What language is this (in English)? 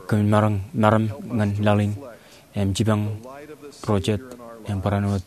Marshallese